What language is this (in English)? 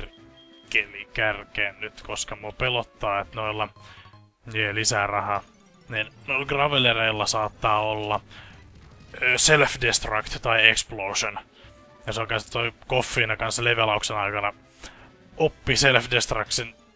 Finnish